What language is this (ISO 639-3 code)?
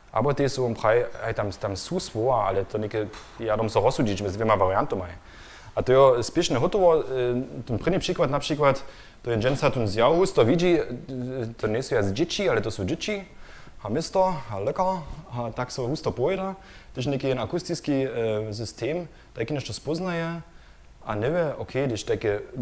hsb